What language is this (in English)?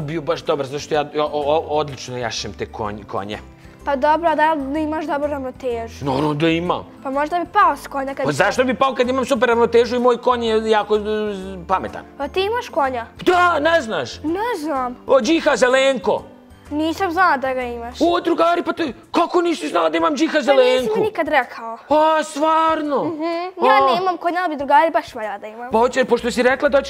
Bosnian